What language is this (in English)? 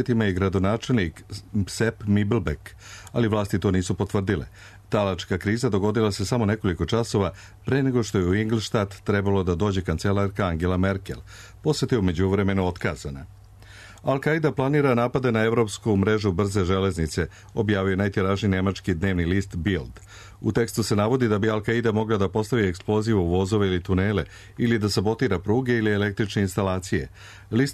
Serbian